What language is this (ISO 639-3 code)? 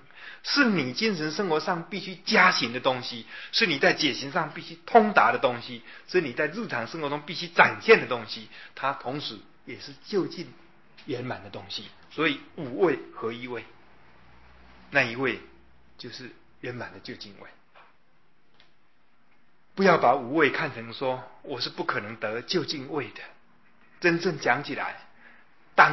zho